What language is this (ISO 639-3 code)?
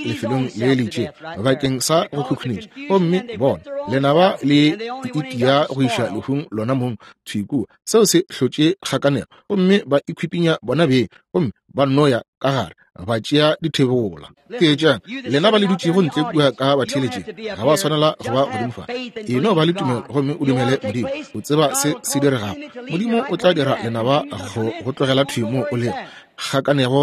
nso